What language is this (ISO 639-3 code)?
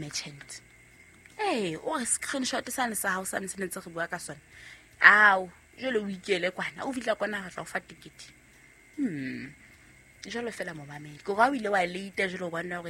sot